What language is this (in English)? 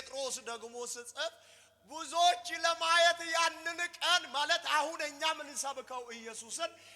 Amharic